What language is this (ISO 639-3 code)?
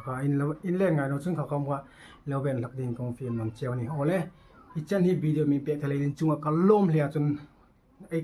hmr